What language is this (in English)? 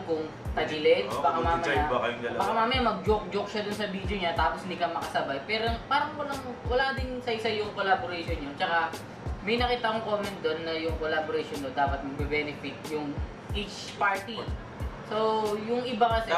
Filipino